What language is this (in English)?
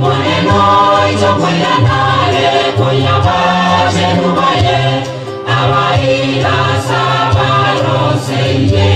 Gusii